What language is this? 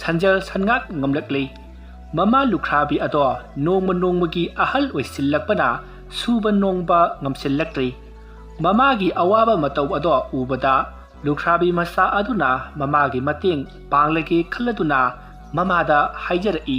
Manipuri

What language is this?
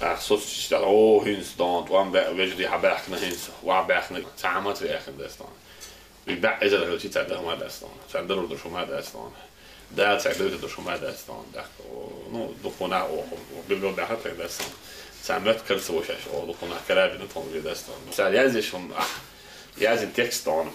Chechen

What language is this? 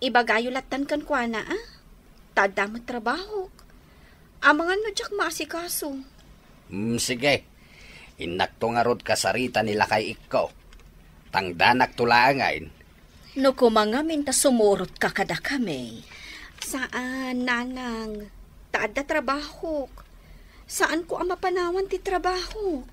Iloko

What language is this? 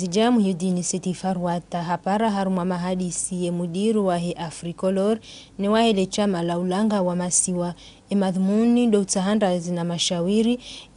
Ngazidja Comorian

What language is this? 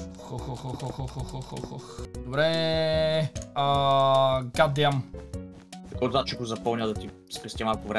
Bulgarian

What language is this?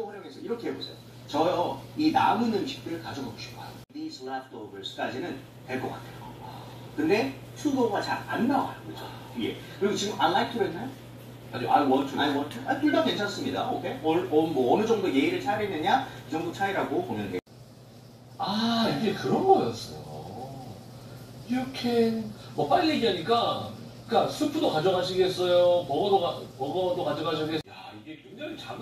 Korean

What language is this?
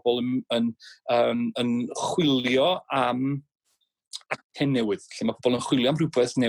Welsh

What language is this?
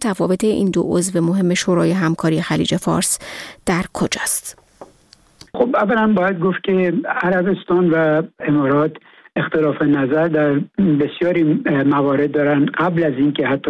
Persian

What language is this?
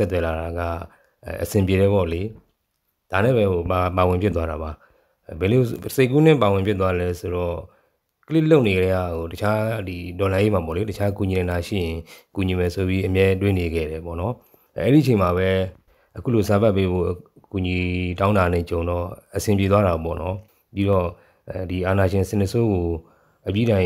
Burmese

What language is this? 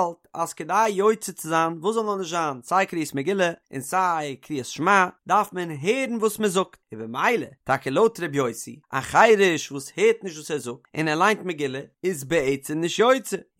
Yiddish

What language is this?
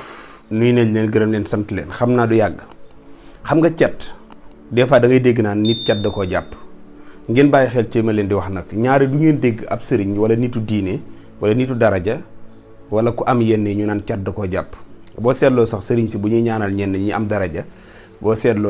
Wolof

